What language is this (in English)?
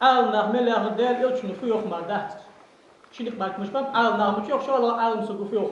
Ingush